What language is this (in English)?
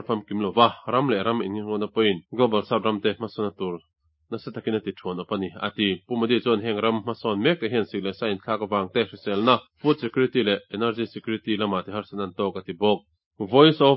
Mizo